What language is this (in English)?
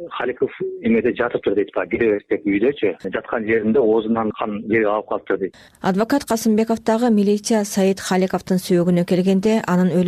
Kyrgyz